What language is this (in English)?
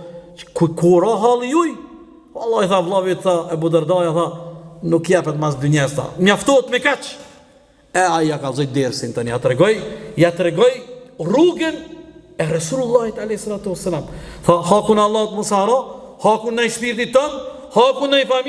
Albanian